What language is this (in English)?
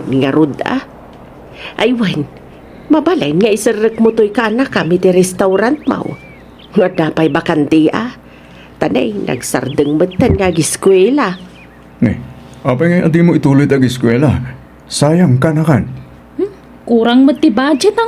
Iloko